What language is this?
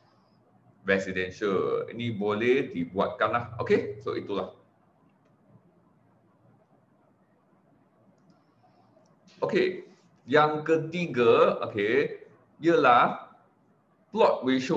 Malay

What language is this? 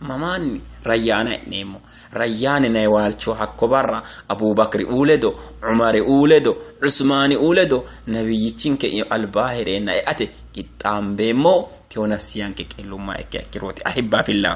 Sidamo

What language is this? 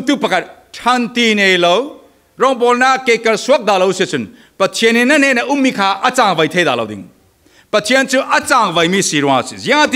Falam Chin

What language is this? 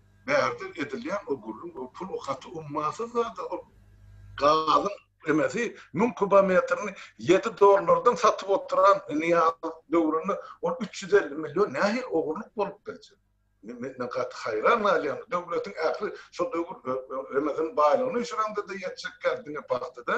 Turkmen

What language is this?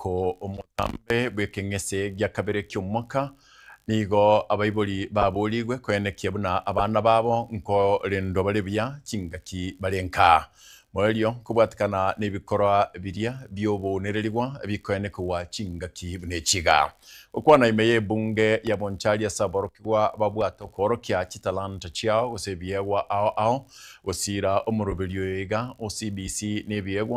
Gusii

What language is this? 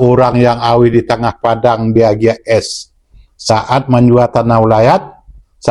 Minangkabau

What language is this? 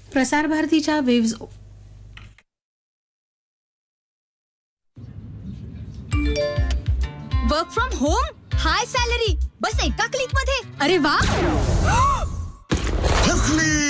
Marathi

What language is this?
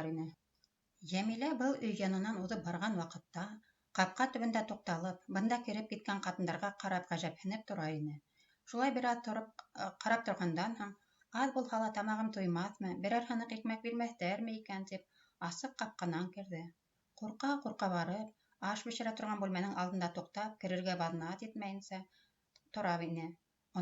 Bashkir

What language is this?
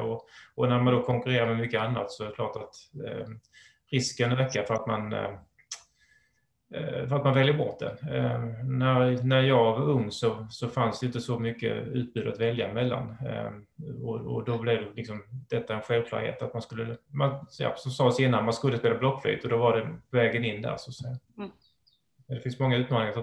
Swedish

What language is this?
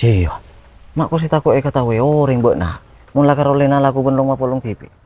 Madurese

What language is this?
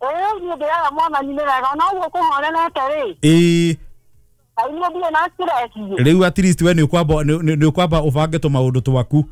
Kikuyu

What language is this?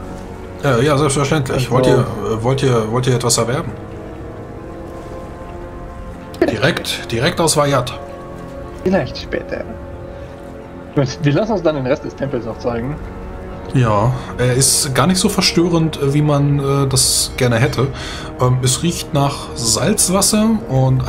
German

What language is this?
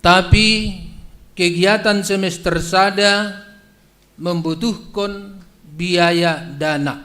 Batak Simalungun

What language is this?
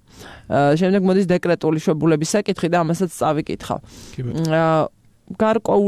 Georgian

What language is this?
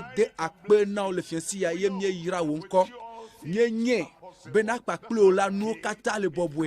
Ewe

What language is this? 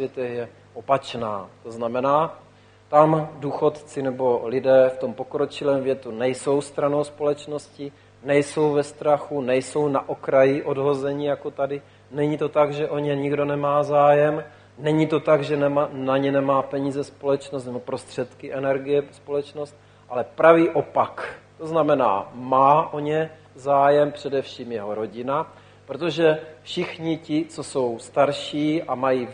Czech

